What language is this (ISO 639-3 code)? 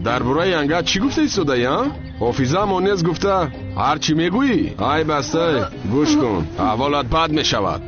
tgk